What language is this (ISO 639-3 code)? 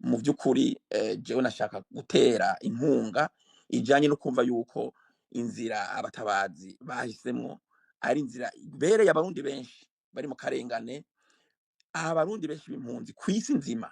run